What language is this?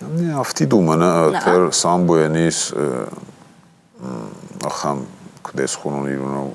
Ossetic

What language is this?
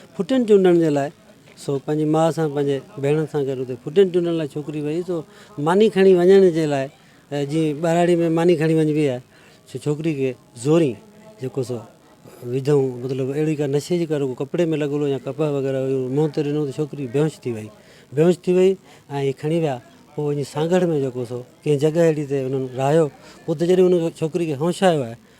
Sindhi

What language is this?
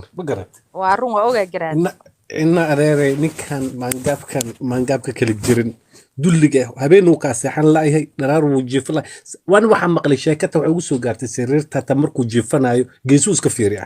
Somali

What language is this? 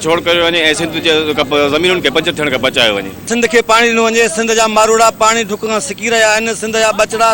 Sindhi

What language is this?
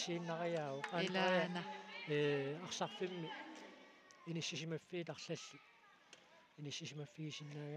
Kalaallisut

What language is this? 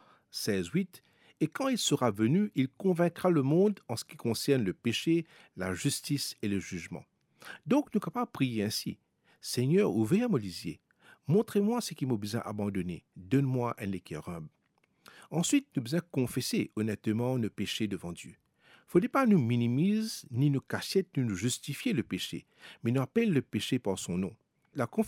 Morisyen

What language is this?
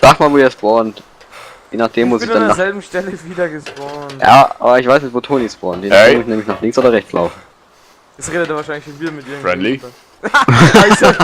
Bavarian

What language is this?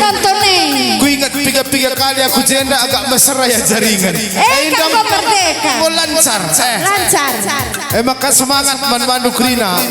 Batak Karo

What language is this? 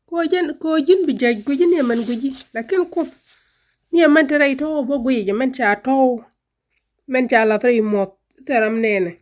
Nuer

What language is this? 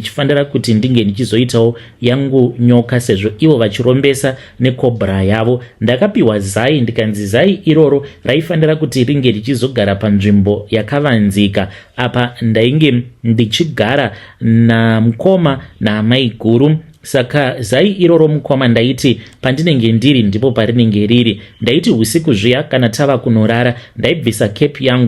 Shona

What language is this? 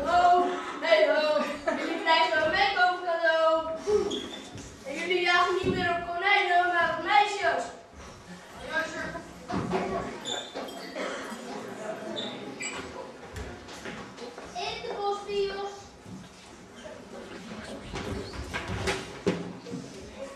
Dutch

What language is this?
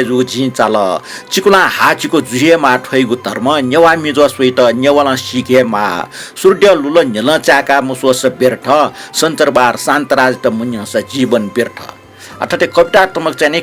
Newari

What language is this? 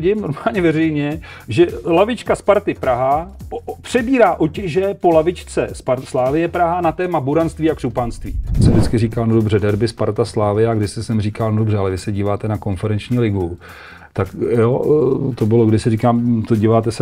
Czech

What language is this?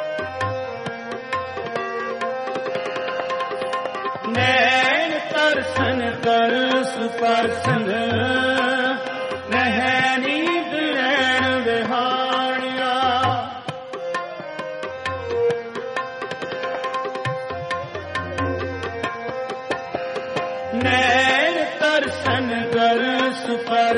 Punjabi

